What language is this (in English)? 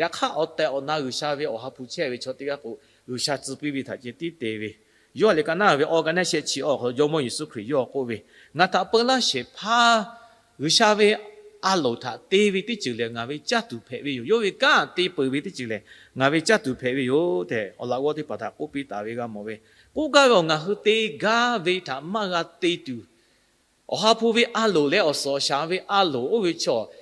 Lahu